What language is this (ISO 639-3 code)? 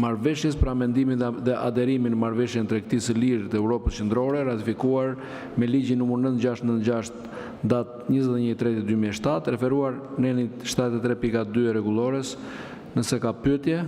sqi